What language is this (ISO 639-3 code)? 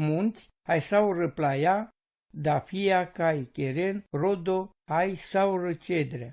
rom